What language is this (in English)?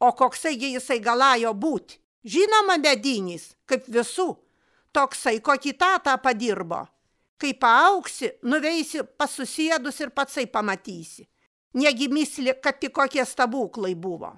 Lithuanian